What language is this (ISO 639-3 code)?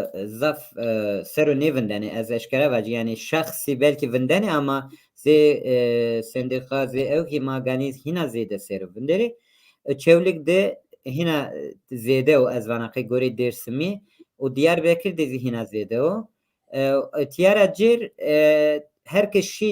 zza